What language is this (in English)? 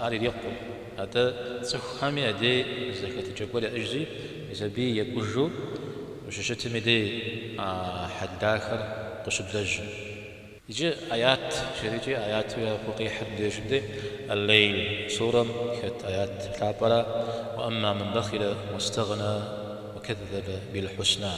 Kabardian